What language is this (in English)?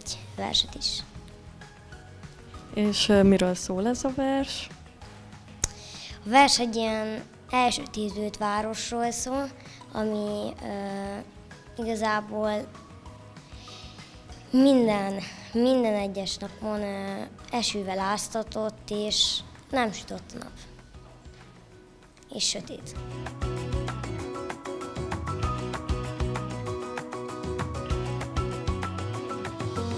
Hungarian